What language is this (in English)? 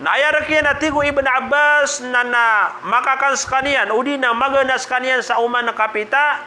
Maranao